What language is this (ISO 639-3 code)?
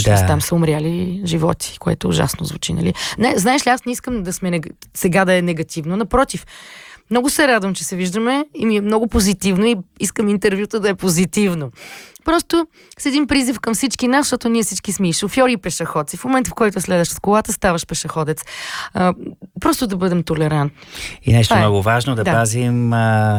bul